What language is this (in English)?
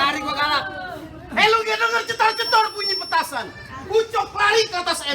Betawi